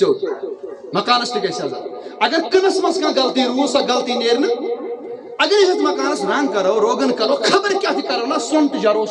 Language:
Kashmiri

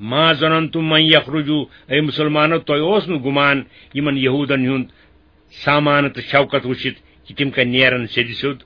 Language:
Kashmiri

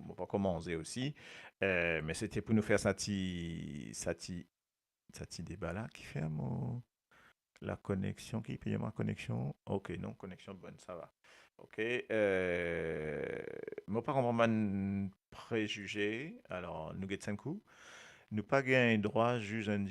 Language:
Morisyen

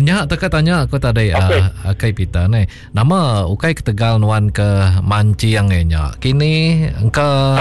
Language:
Iban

